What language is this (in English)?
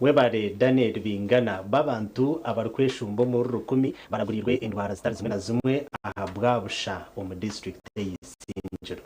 Nyankole